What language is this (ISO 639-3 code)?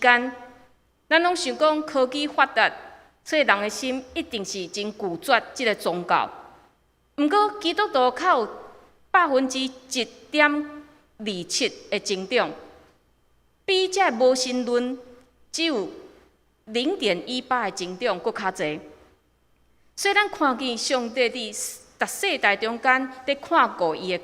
nan